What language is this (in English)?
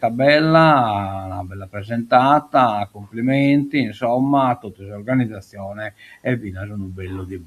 Sardinian